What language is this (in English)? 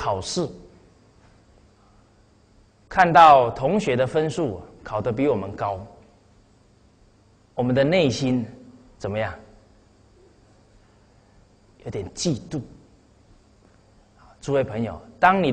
Chinese